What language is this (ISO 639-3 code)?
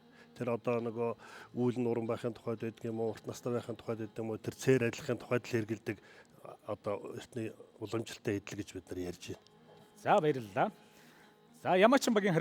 mon